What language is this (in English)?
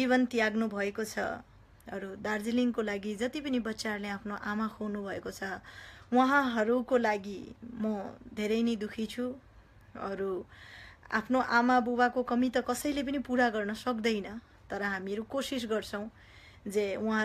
Nepali